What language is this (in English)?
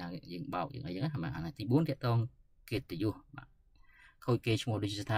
Khmer